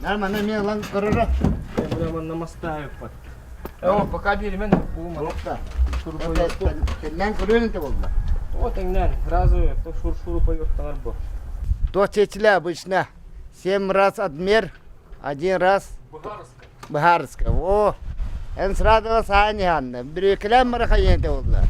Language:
Yakut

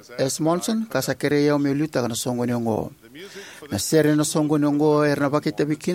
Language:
Fijian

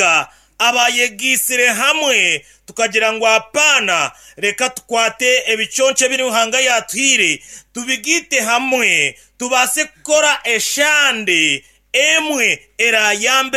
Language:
Nyankole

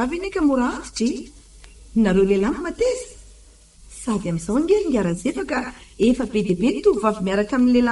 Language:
Malagasy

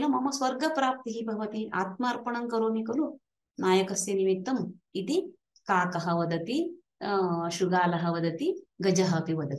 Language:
Sanskrit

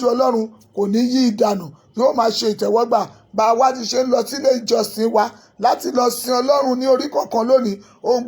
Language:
Yoruba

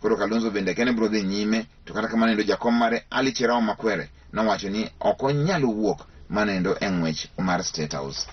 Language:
Luo (Kenya and Tanzania)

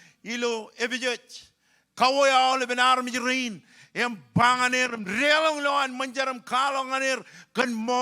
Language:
Marshallese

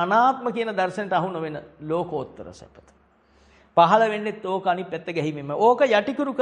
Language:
Sinhala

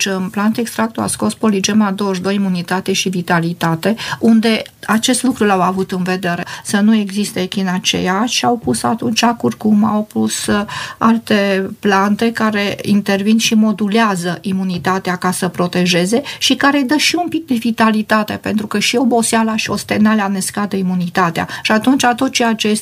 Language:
Romanian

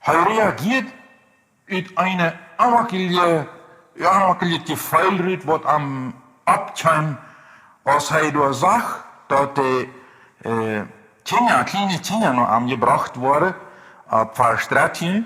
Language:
Plautdietsch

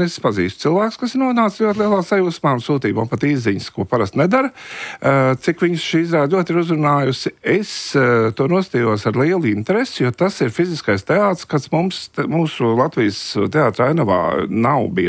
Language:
Latvian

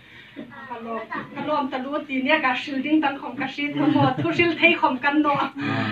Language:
Hmar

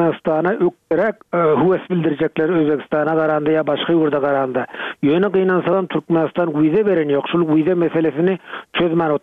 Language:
Turkmen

